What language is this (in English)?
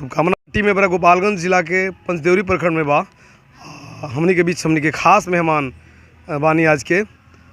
Bhojpuri